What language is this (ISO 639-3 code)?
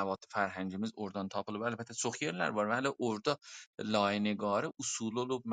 azb